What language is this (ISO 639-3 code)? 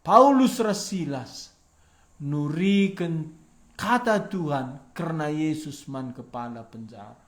btx